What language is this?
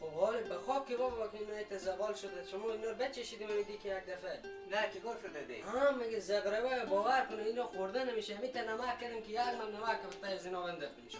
Persian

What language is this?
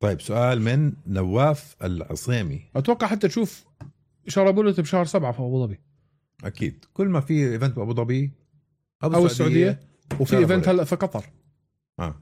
North Levantine Arabic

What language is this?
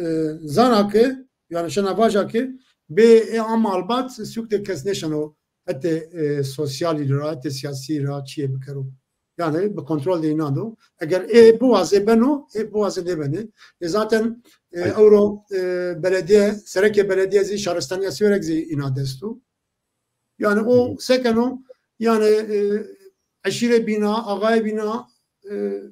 Zaza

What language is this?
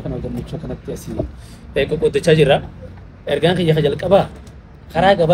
Oromo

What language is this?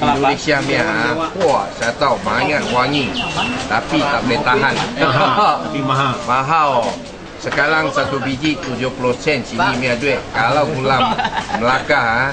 Banjar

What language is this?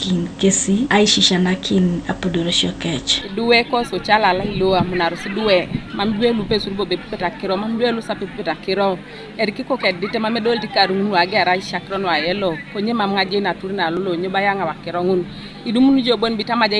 Teso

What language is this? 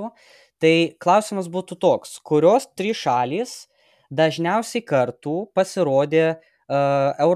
Lithuanian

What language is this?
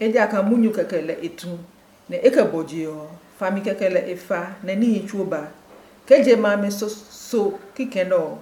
Adangme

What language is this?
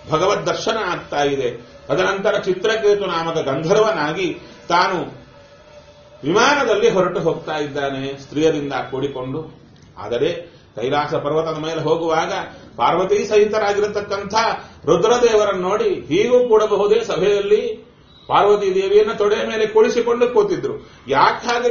Kannada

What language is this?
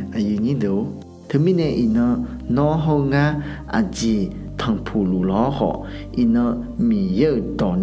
Akha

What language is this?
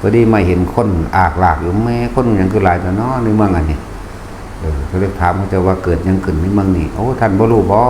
Northeastern Thai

